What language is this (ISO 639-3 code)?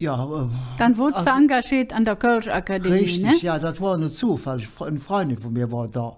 ksh